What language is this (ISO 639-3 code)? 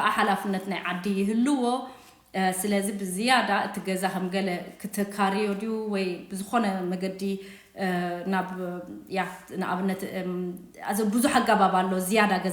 tir